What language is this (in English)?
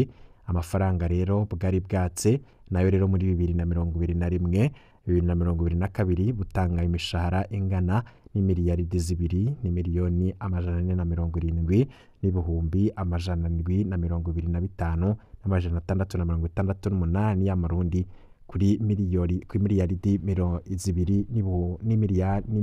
Rundi